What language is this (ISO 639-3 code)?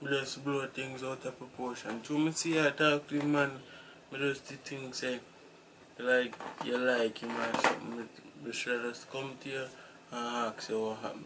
jam